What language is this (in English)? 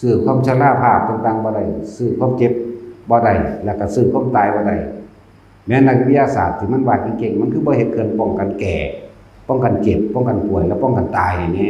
Northeastern Thai